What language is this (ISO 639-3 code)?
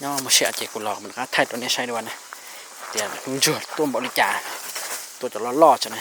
hmn